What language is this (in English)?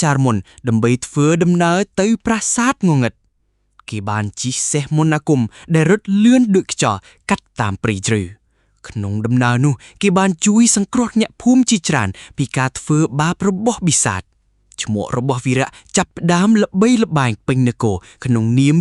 Khmer